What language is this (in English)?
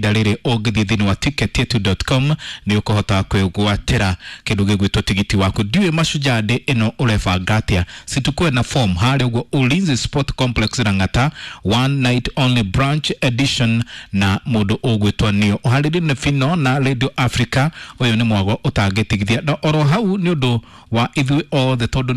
Kikuyu